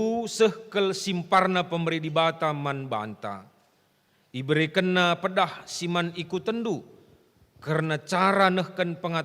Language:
Batak Karo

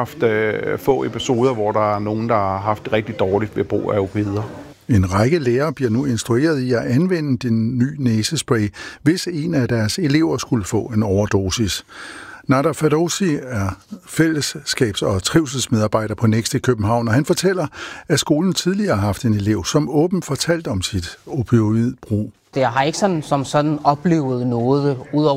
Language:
Danish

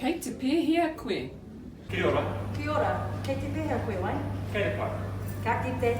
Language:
Māori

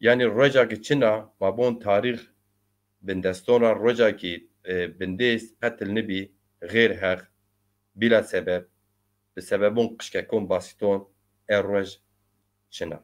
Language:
Zaza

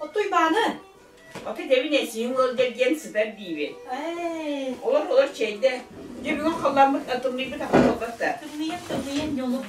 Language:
Yakut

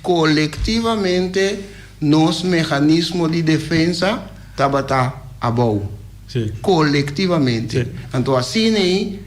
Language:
Papiamento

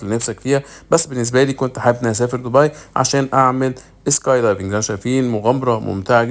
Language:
Egyptian Arabic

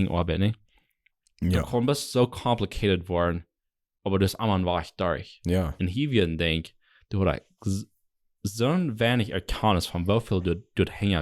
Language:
Plautdietsch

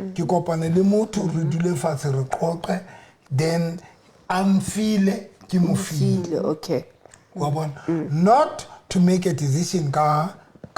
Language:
Southern Sotho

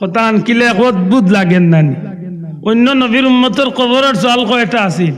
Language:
Sylheti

